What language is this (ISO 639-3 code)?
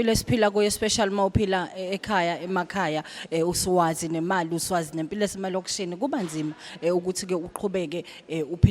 zul